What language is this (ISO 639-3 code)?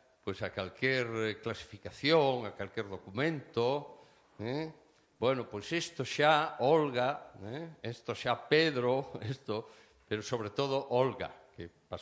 glg